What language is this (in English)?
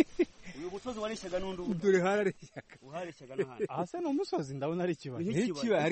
Kinyarwanda